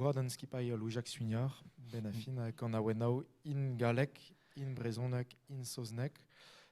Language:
Breton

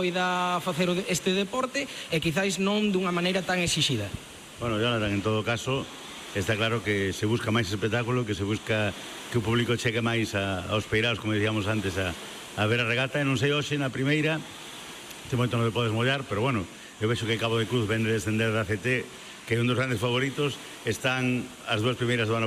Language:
Galician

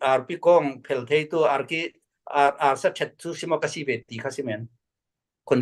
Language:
Falam Chin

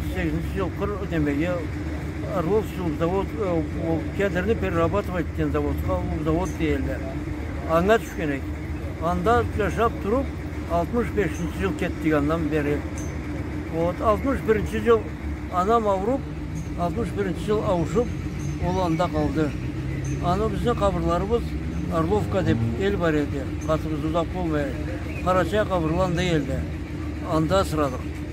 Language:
Karachay-Balkar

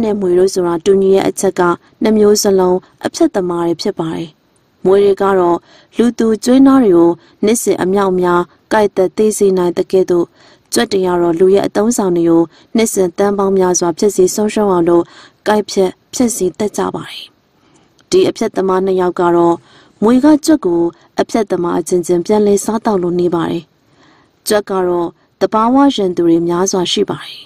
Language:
Burmese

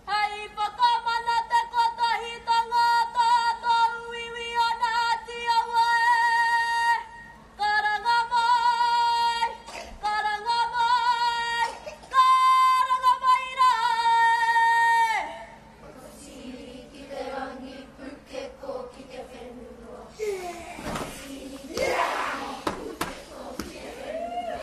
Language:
Māori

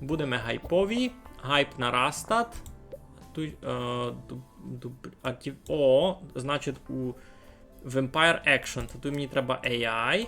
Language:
Rusyn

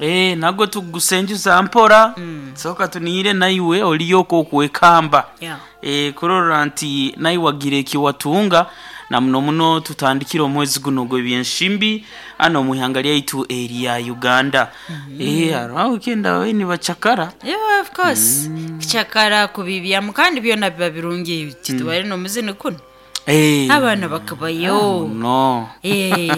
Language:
Nyoro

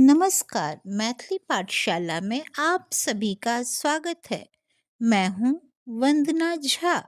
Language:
Maithili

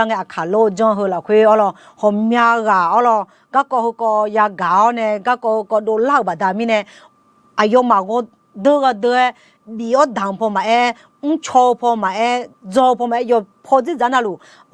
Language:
Akha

